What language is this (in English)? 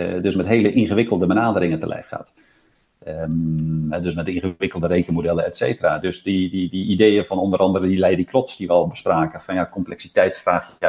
Dutch